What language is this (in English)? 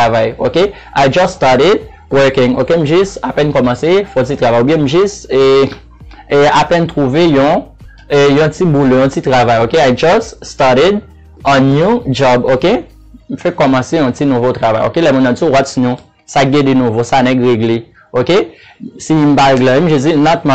Haitian Creole